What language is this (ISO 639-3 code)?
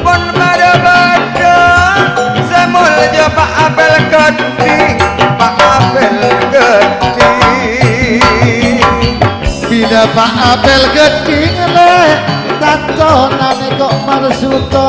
mad